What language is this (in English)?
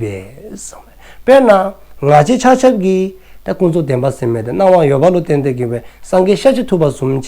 Dzongkha